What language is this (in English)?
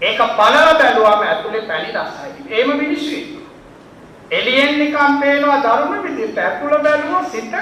Sinhala